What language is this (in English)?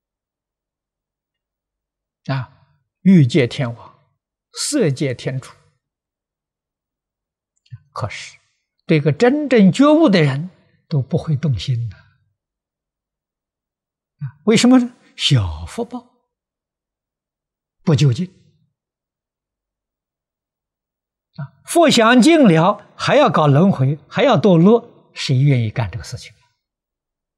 Chinese